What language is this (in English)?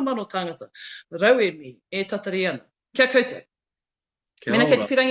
Māori